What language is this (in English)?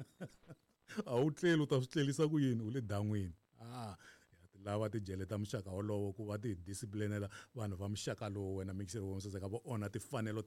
Tsonga